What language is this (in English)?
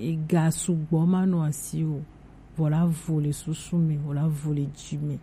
Gen